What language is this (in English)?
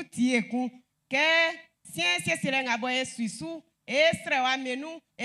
Baoulé